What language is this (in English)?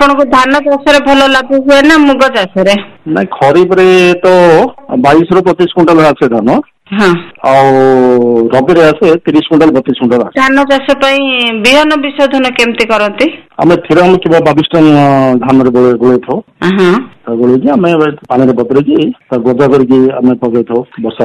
Odia